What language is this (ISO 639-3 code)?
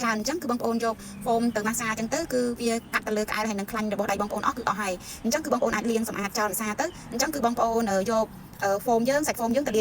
khm